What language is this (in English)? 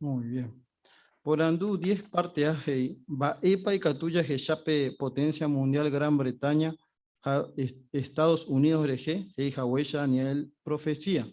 Guarani